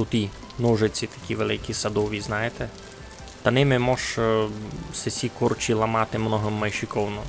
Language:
Rusyn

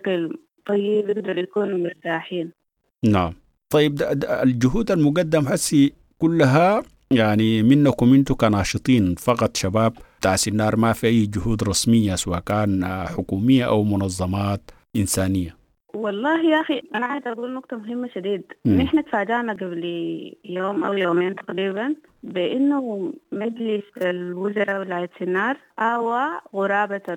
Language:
Sudanese Arabic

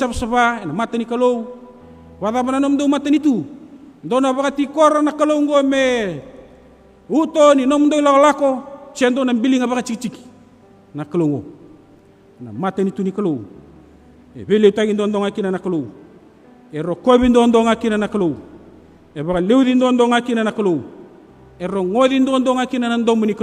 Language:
Fijian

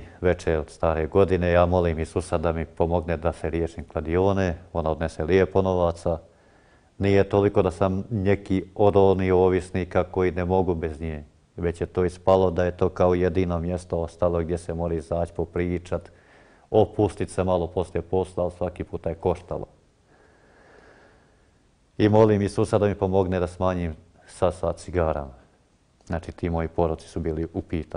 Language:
Croatian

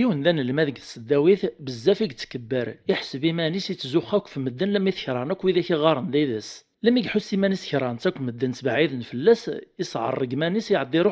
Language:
Kabyle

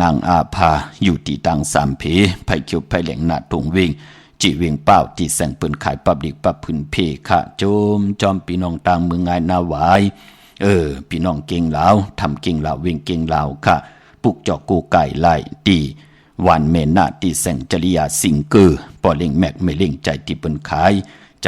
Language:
Shan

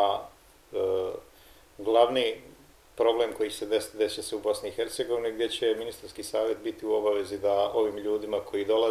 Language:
Bosnian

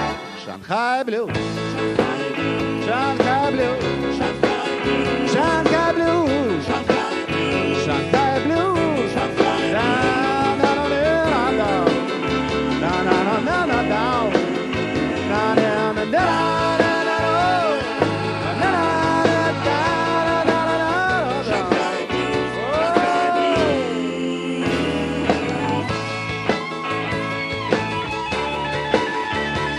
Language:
Russian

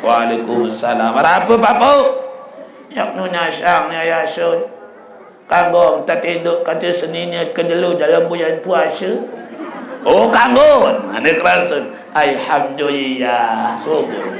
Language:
Sasak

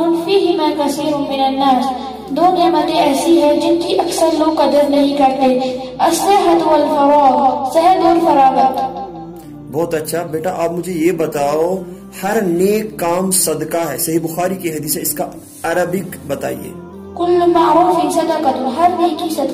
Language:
Urdu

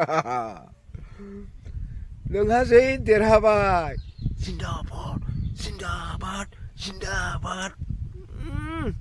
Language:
Bodo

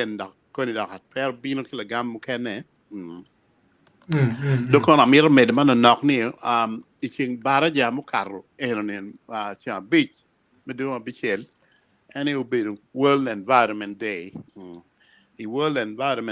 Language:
Acoli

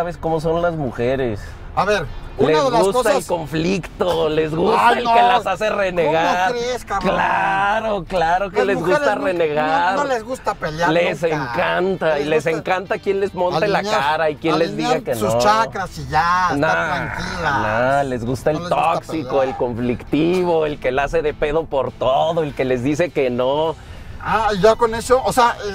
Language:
Spanish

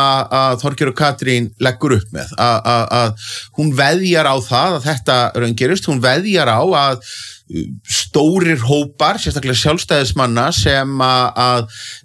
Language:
Icelandic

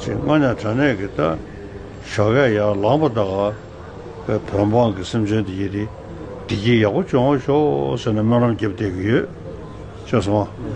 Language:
Tibetan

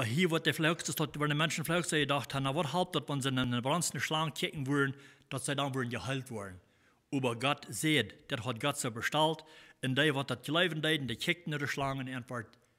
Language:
Plautdietsch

